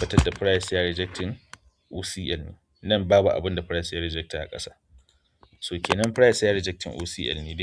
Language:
Hausa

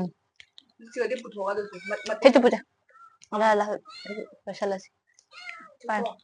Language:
Manipuri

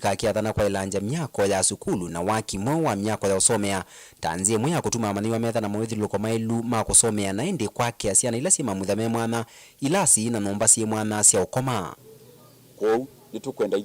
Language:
Kamba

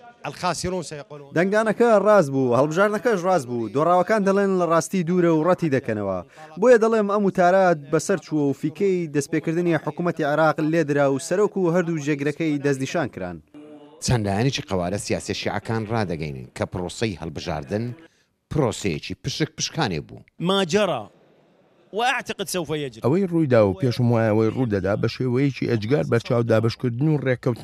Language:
Central Kurdish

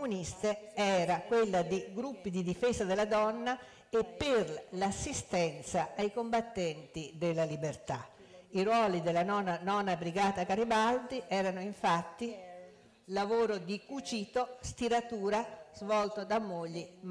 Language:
Italian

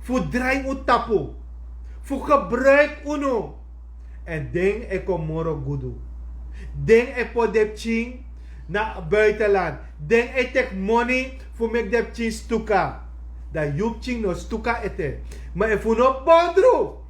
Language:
Sranan Tongo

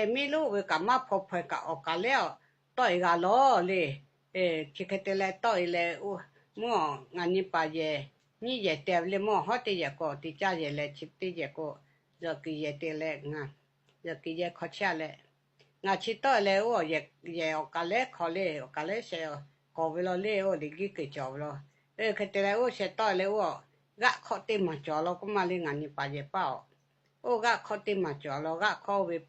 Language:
Lahu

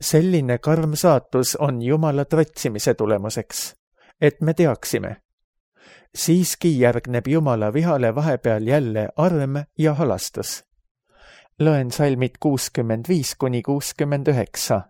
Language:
Estonian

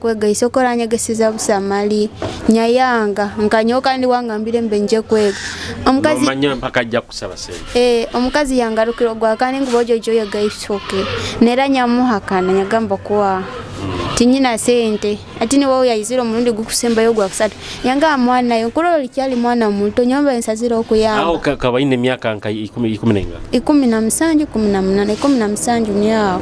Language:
Nyoro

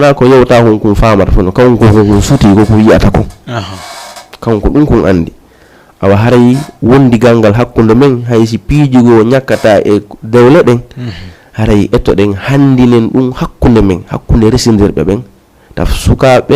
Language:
Fula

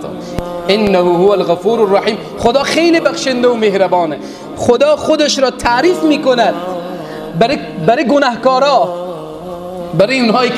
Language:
Persian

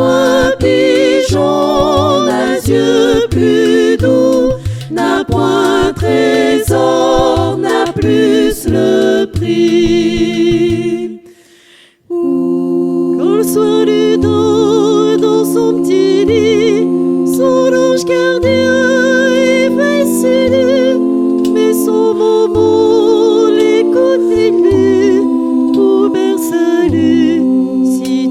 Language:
Réunion Creole French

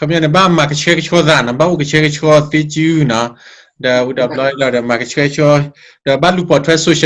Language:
S'gaw Karen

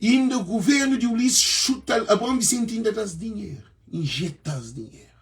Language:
Kabuverdianu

